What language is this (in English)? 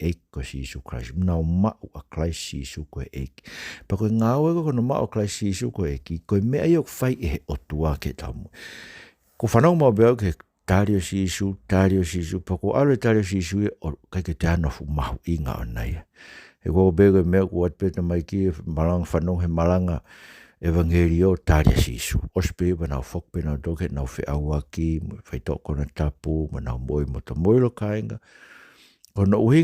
Tongan